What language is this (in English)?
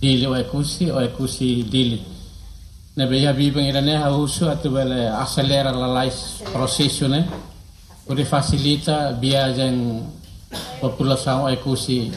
Tetum